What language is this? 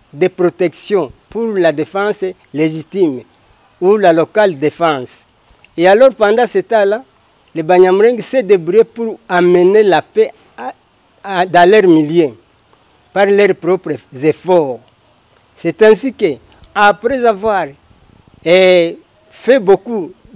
French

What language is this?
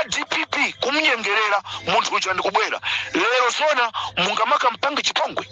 Nyanja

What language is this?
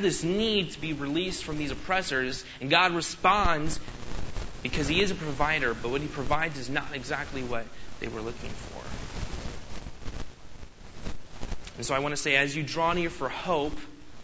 English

